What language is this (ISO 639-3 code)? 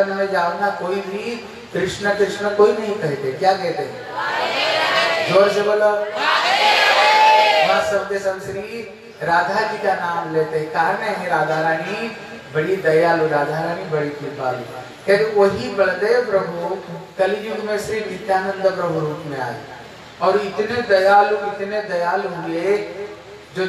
hin